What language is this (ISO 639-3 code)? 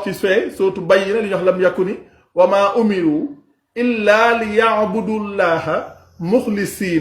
wol